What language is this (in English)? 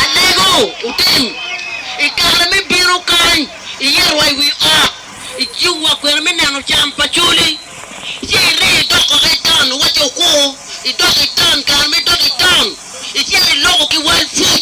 Acoli